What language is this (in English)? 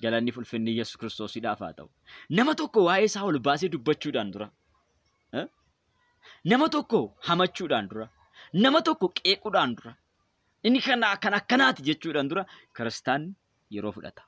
Oromo